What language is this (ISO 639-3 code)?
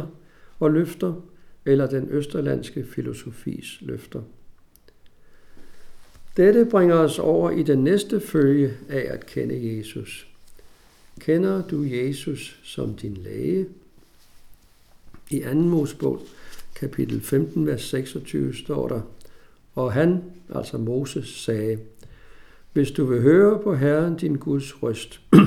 dan